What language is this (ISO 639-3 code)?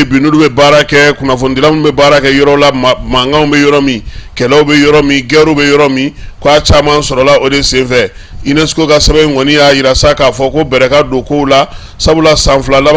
bam